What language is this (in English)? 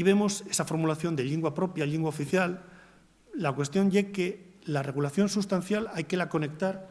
Asturian